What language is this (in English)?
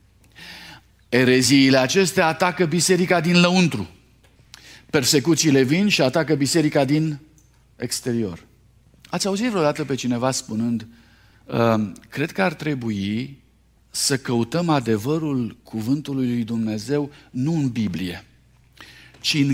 Romanian